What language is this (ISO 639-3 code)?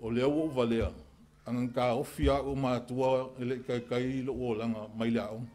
smo